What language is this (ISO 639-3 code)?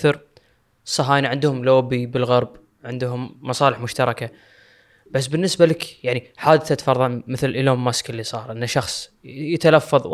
afb